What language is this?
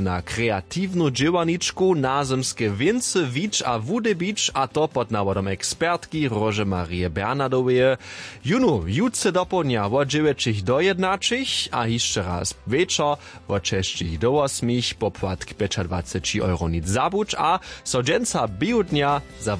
Upper Sorbian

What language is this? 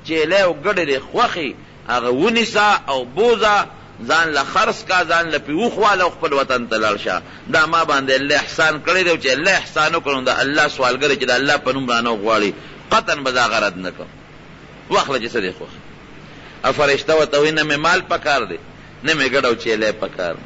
Pashto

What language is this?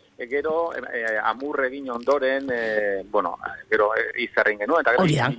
Basque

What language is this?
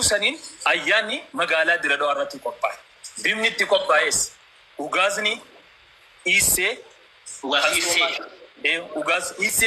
Oromo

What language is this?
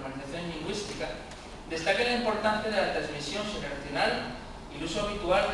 Asturian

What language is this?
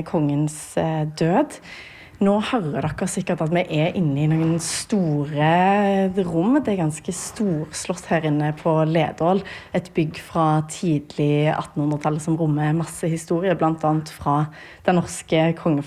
Norwegian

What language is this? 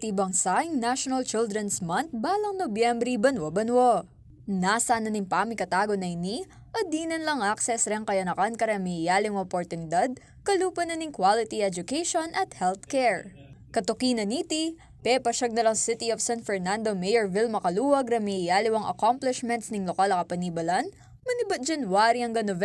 Pampanga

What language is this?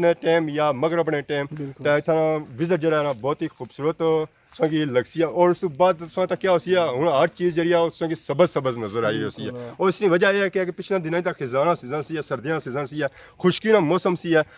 Pahari-Potwari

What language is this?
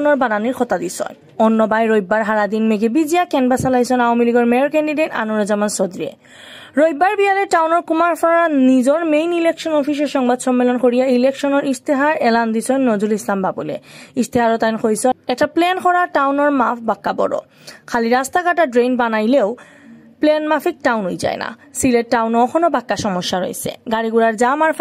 Sylheti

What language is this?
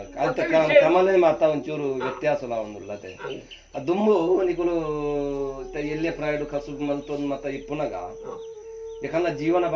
Tulu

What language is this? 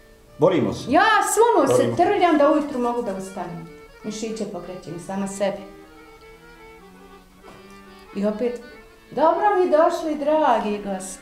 Bosnian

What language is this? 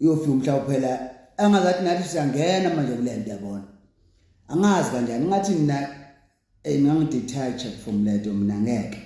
Zulu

